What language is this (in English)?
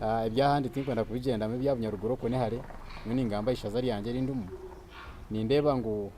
Nyankole